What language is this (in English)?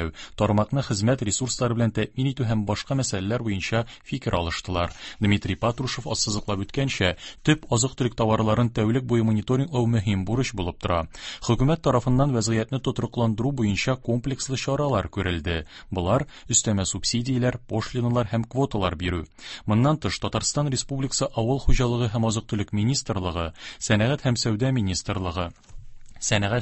Tatar